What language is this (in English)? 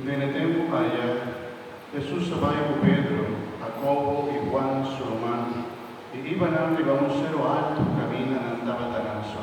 Papiamento